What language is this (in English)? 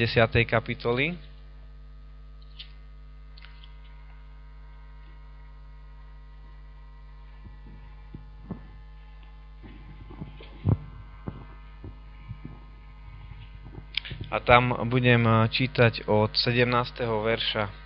Slovak